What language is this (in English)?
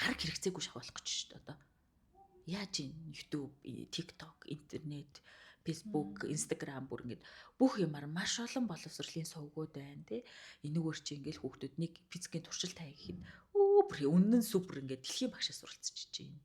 Mongolian